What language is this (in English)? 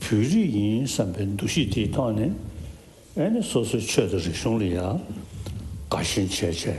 Tibetan